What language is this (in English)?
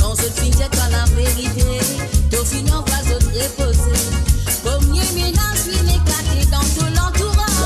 Morisyen